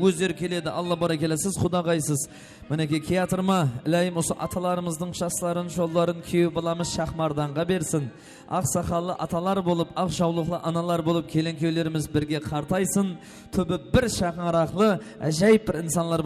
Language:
Kara-Kalpak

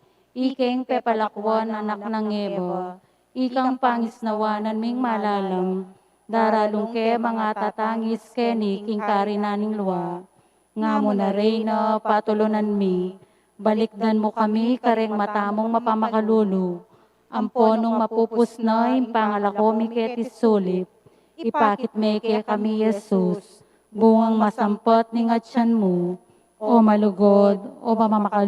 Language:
Pampanga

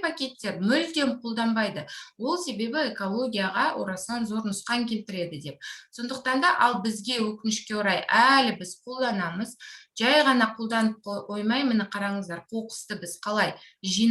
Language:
Kazakh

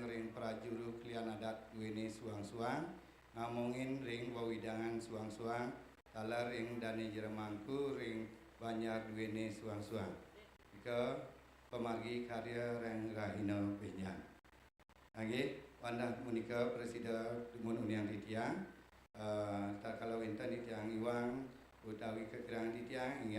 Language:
Balinese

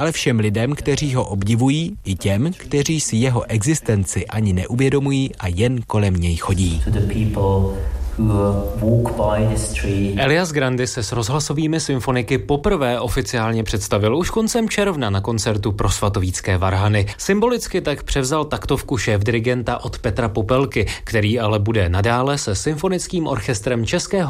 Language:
Czech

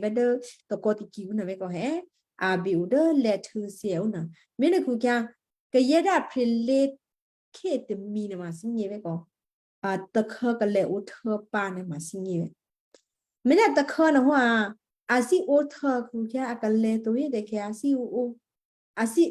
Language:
Western Kayah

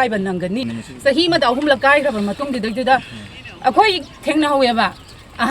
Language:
Manipuri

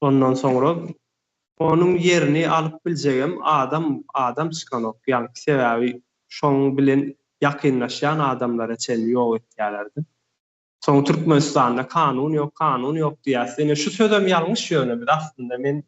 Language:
Turkmen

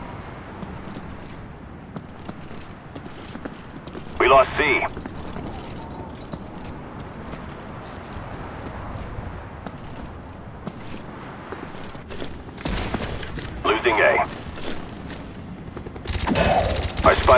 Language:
English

